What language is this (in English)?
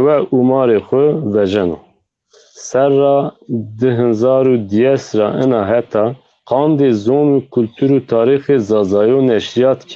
Zaza